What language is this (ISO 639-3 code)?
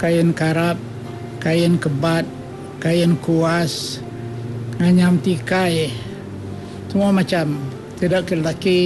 iba